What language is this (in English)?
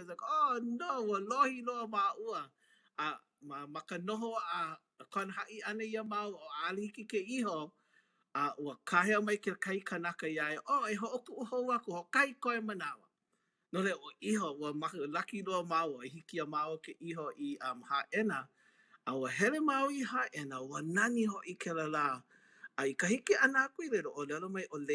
Hawaiian